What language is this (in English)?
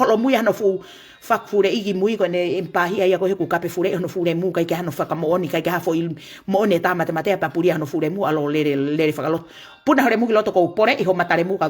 Tongan